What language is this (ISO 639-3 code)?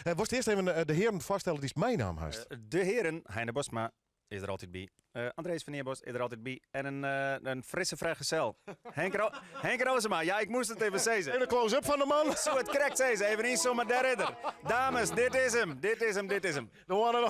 fry